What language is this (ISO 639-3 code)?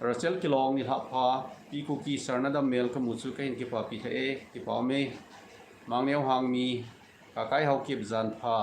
tcz